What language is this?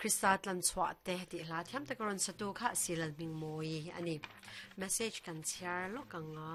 Mizo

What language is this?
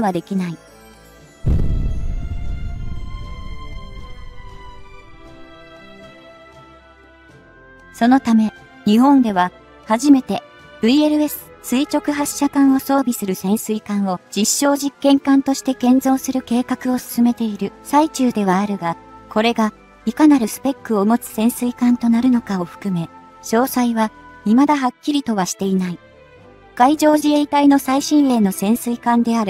Japanese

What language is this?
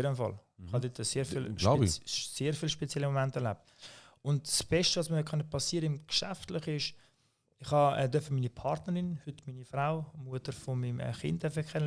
Swiss German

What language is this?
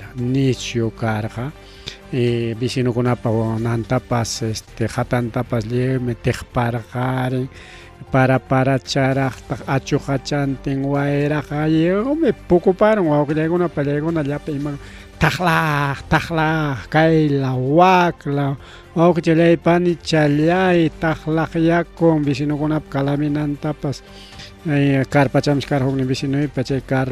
Ayacucho Quechua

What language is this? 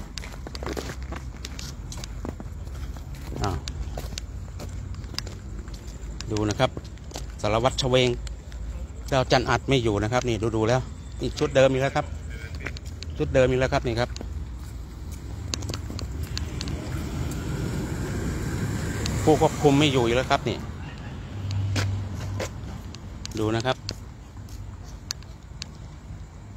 Thai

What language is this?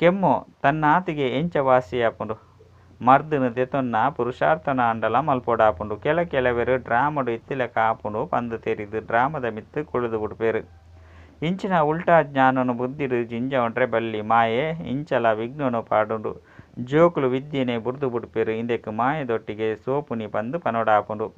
Tulu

